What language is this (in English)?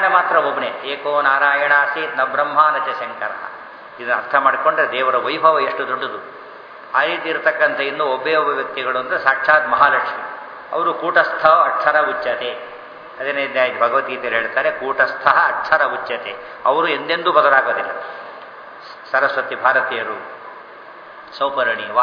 Kannada